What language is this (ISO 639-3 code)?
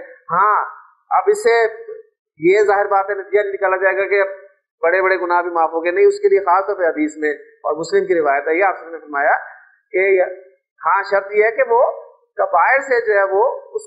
urd